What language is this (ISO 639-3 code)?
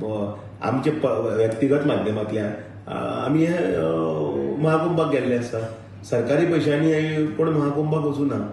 kok